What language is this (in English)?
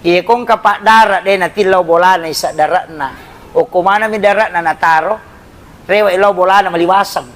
Buginese